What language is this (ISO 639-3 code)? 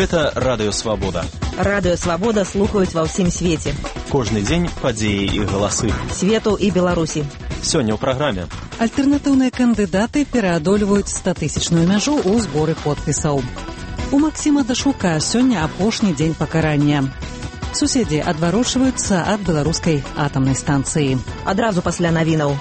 bel